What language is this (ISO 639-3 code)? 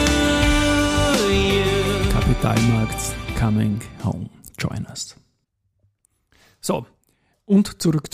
deu